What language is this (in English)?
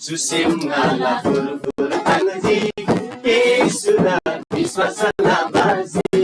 Eastern Tamang